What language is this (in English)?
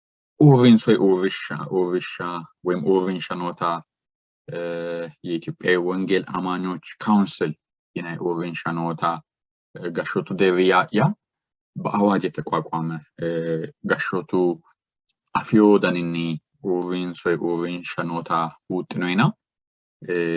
Sidamo